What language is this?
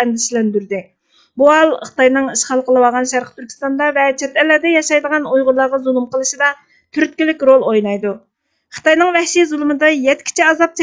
Uyghur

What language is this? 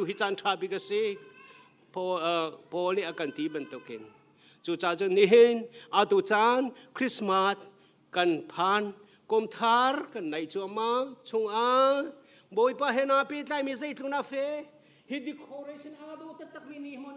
Hakha Chin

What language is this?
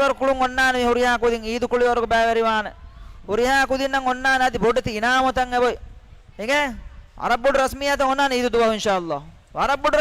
Divehi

